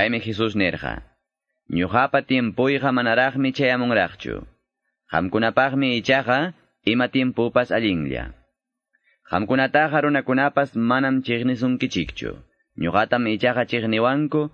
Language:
Quechua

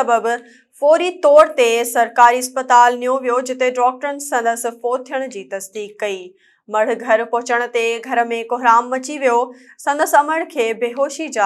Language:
Sindhi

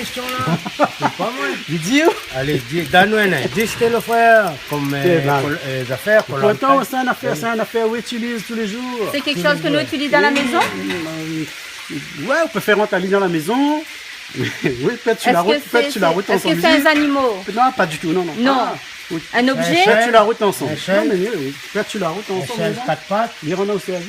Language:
Réunion Creole French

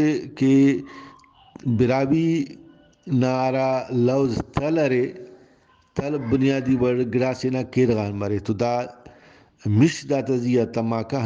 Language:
Brahui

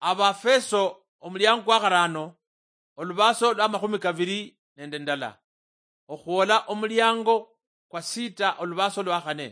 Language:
Luyia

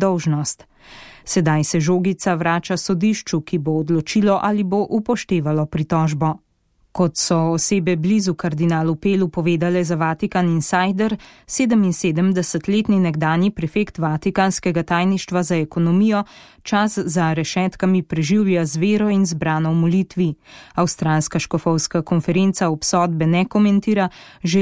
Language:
Slovenian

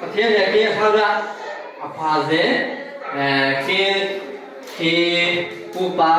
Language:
Falam Chin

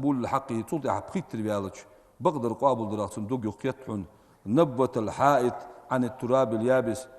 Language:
Ingush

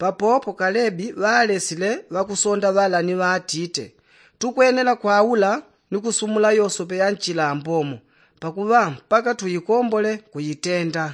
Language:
Yao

